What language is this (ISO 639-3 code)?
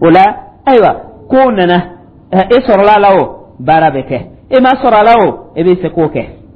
dyu